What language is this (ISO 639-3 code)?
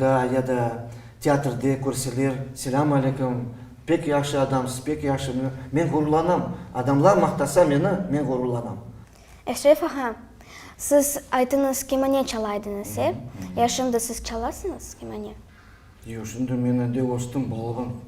crh